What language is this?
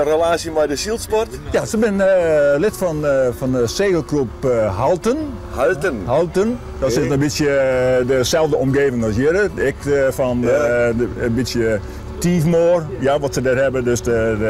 Western Frisian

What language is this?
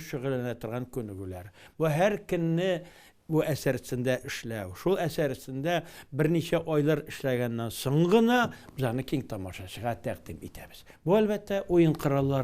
Tatar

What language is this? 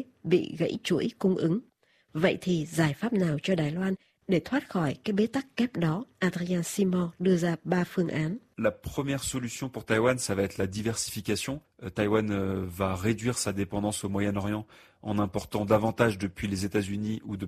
Vietnamese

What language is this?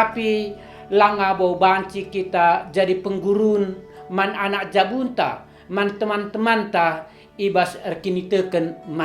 Batak Karo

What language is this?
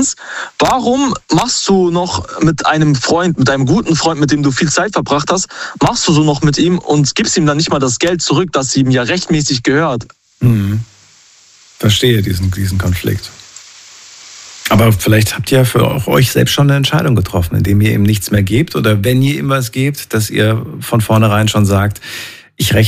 German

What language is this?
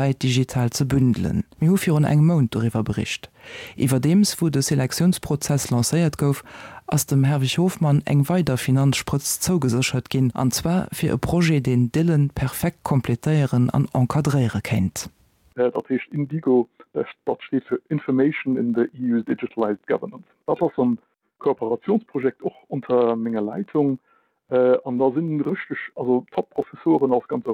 Luxembourgish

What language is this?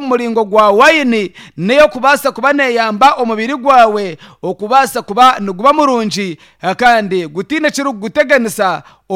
Nyankole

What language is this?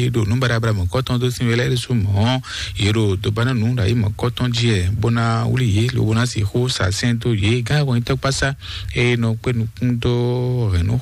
Fon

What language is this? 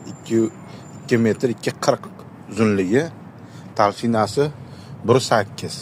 Uzbek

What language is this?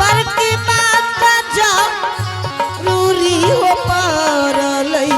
Angika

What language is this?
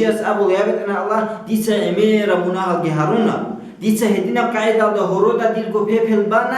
Avaric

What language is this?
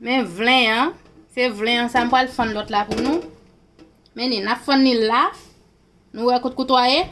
Haitian Creole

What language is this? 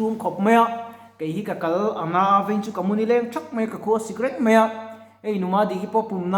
Mizo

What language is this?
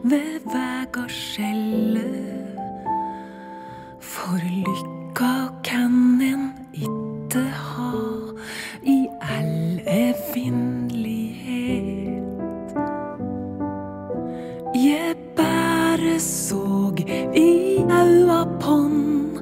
Norwegian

